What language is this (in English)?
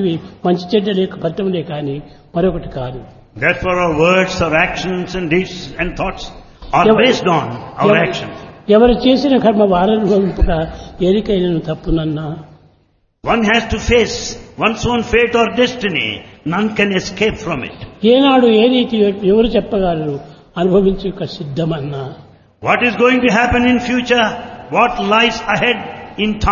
Telugu